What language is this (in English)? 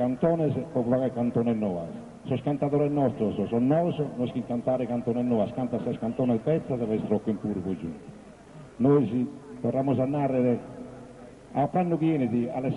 Sardinian